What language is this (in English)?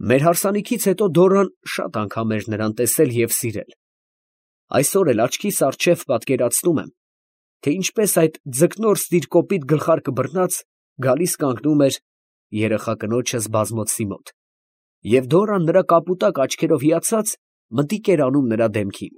Armenian